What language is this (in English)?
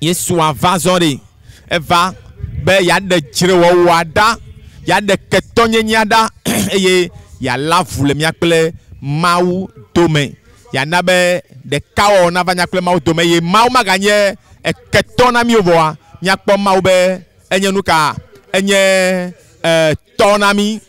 Ewe